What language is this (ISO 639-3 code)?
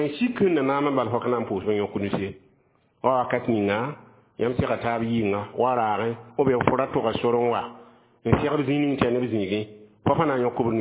mos